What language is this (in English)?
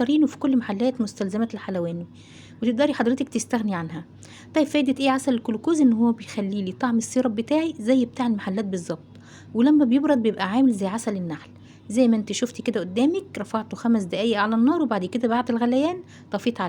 Egyptian Arabic